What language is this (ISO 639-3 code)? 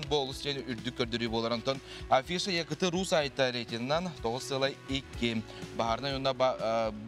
sah